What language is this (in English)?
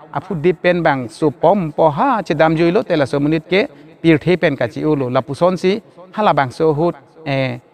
Karbi